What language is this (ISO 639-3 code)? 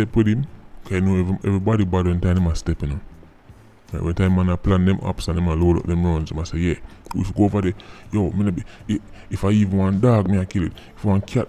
jam